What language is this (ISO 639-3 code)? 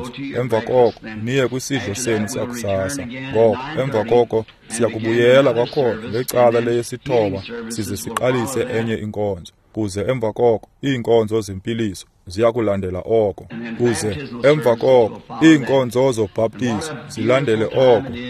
xho